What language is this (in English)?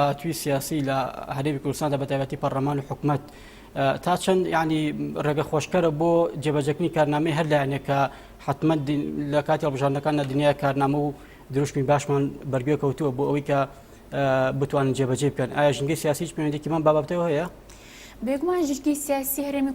Central Kurdish